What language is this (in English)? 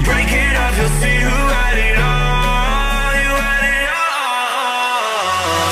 English